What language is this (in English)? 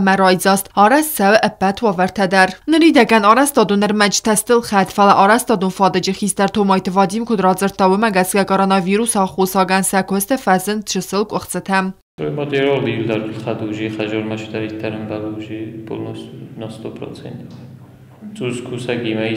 Ossetic